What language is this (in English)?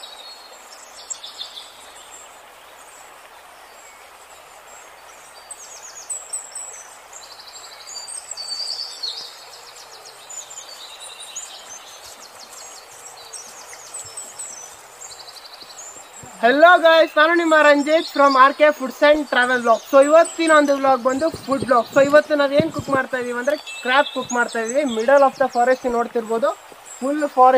Kannada